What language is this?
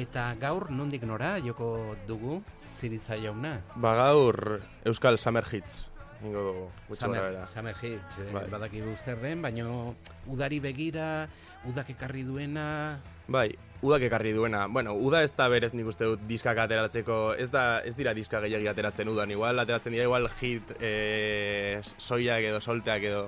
Basque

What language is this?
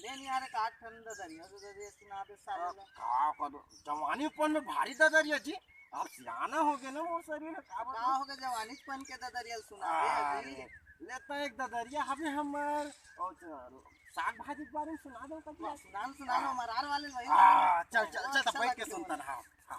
Chhattisgarhi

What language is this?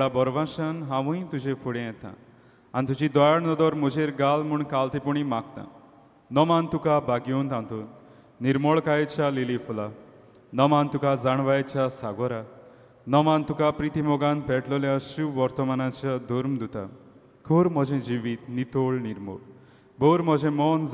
Konkani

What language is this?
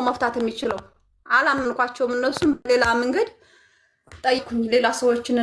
Amharic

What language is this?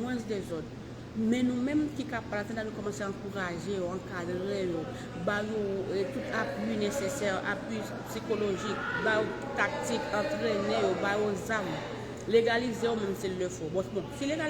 Haitian Creole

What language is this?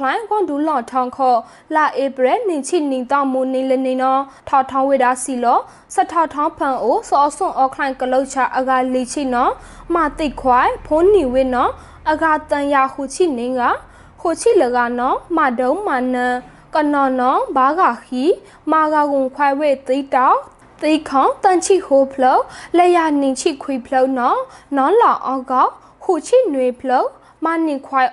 Burmese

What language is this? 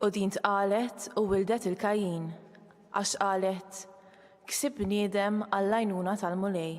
Maltese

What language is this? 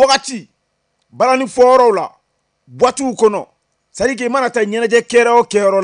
Bambara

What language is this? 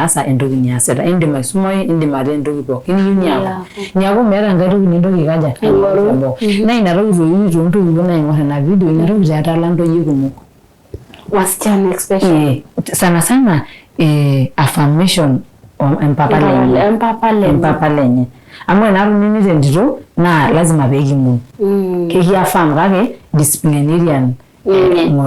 Masai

